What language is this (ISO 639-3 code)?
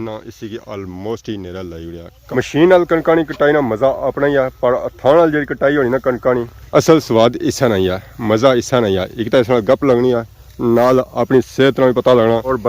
phr